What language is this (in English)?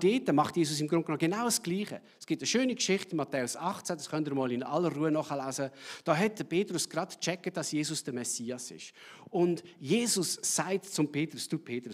Swiss German